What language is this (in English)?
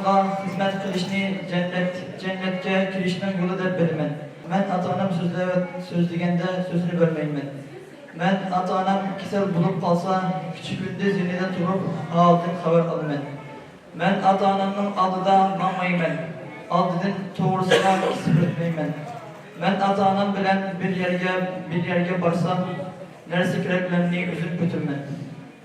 Uyghur